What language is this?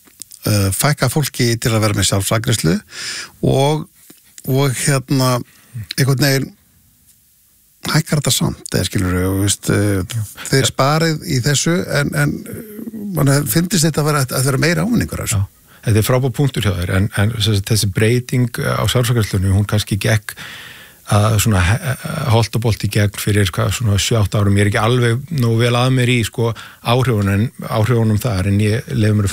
Icelandic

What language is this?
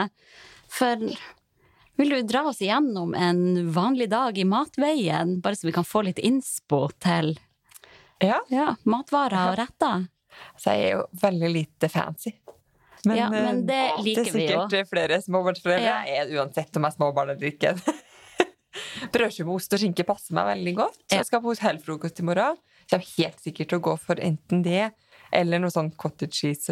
Norwegian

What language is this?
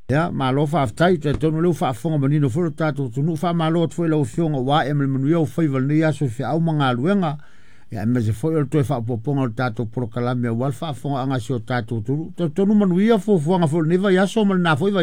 Samoan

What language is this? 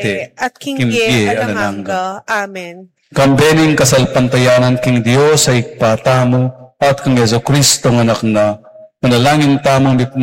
Pampanga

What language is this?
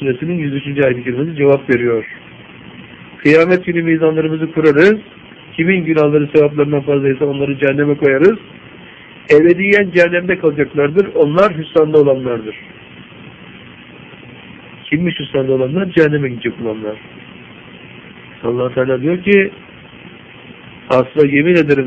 Turkish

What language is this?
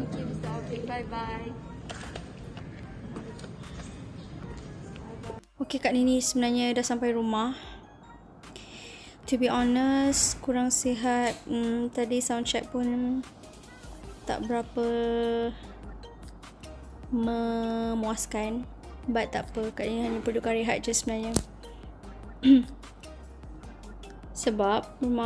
Malay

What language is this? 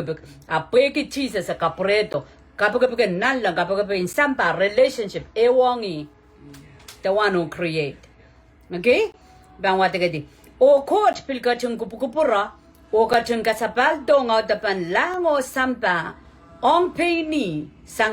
Pohnpeian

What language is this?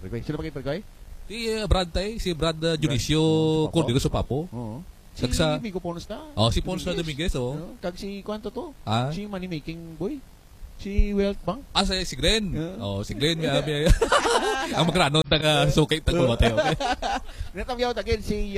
Hiligaynon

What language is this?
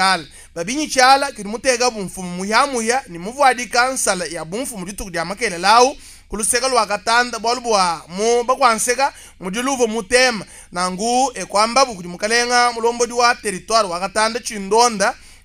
Luba-Lulua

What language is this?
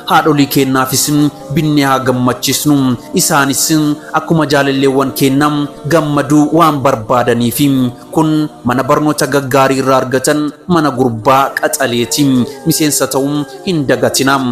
Oromo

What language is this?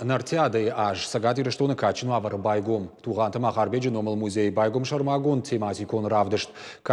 Ossetic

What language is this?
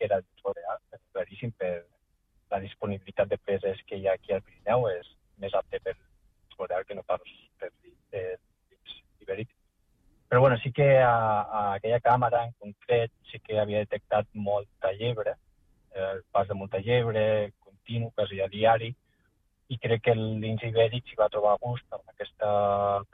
Catalan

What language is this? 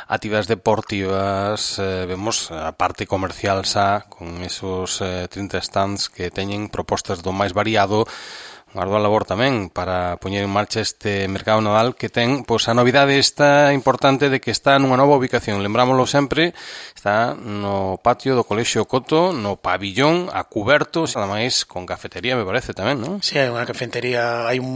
Galician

